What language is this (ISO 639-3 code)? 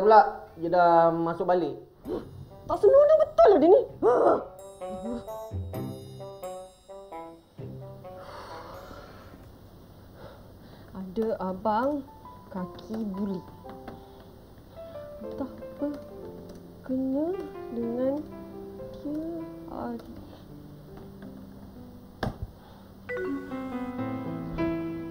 msa